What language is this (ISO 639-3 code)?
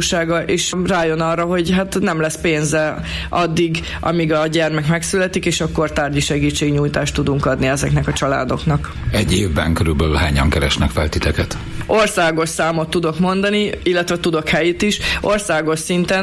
hun